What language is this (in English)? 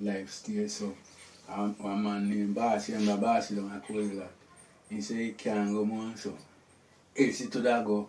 Jamaican Creole English